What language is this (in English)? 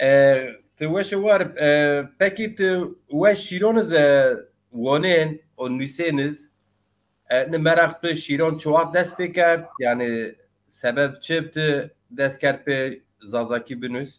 Zaza